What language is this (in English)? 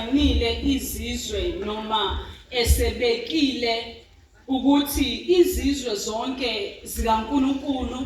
Zulu